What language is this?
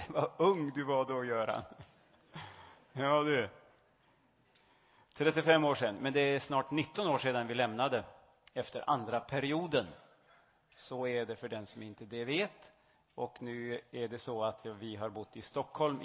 Swedish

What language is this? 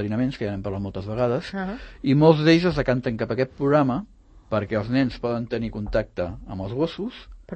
Catalan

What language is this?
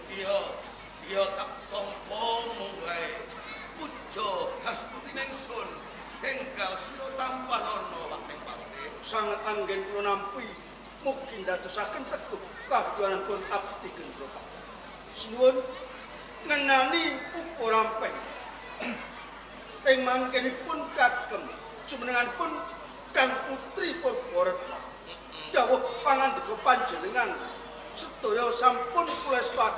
Javanese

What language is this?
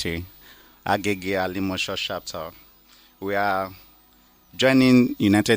Nigerian Pidgin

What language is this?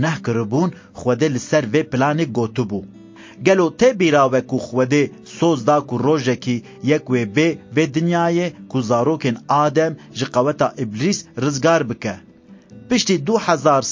Kurdish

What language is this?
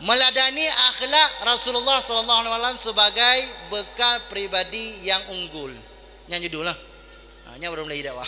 Achinese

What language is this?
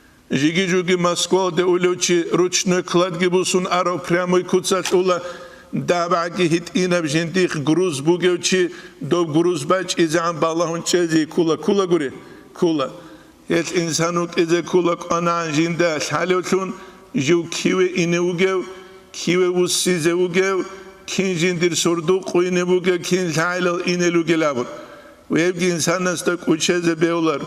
Avaric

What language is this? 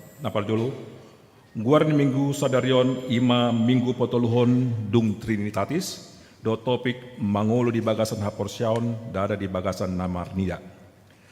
Batak Toba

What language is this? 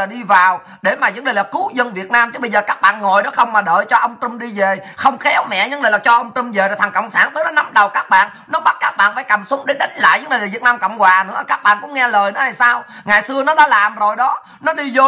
Vietnamese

